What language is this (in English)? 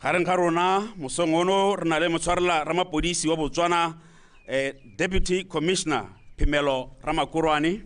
Tswana